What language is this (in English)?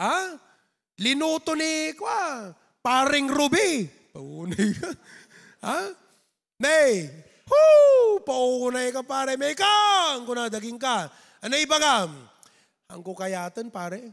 Iloko